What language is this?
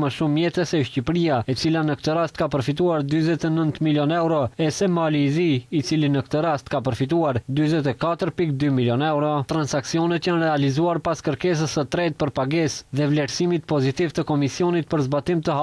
Albanian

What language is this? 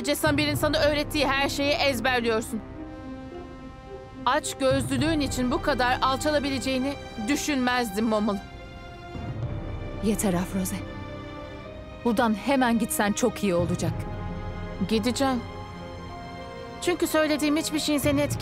Turkish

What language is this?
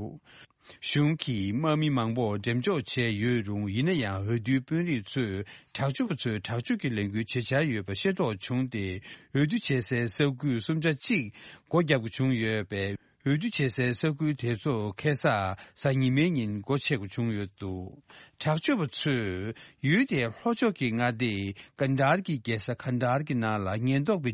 Tibetan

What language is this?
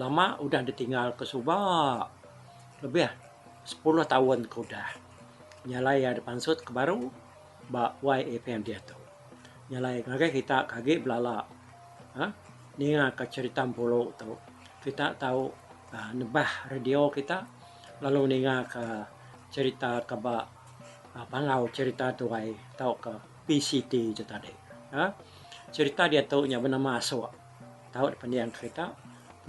Iban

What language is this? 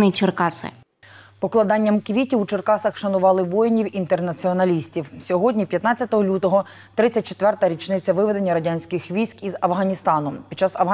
Ukrainian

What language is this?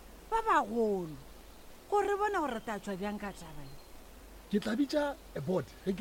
Northern Sotho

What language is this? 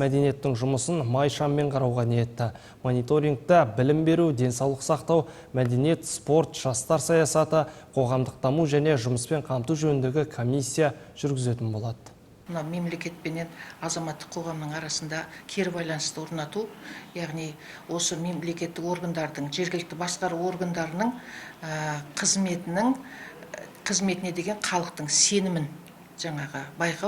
Kazakh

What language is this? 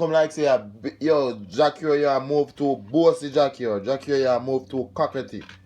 Jamaican Creole English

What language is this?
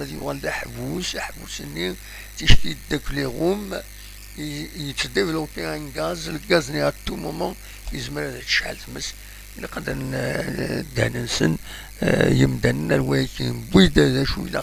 Kabyle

